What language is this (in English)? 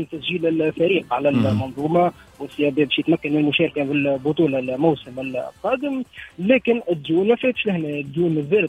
Tunisian Arabic